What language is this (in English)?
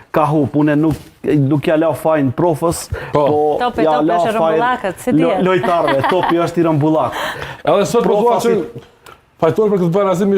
Albanian